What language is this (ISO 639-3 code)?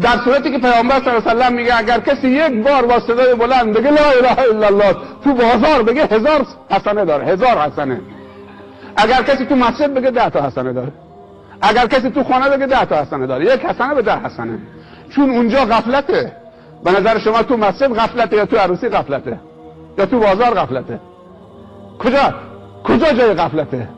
fas